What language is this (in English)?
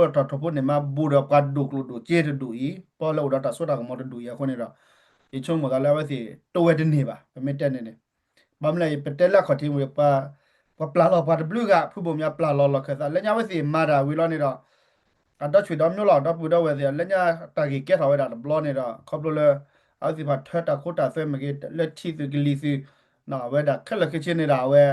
S'gaw Karen